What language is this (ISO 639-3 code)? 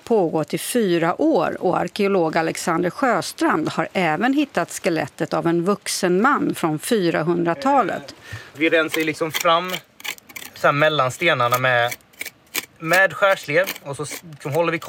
swe